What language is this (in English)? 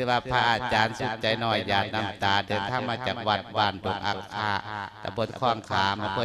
Lao